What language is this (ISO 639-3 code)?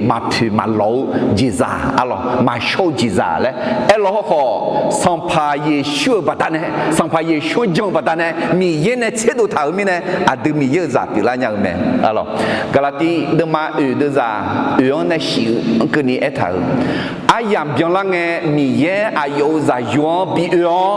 ahk